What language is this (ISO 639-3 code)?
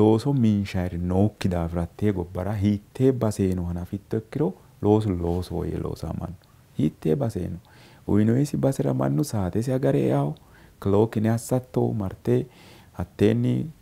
sid